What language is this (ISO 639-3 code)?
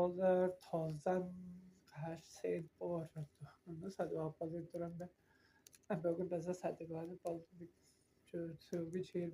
tyv